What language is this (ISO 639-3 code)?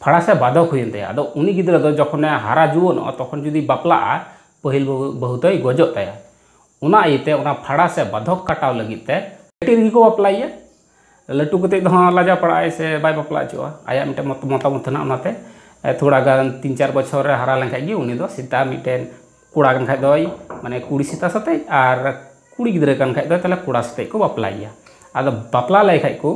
sat